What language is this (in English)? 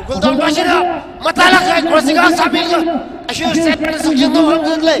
Tangkhul Naga (India)